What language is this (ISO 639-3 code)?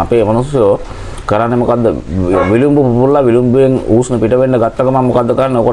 sin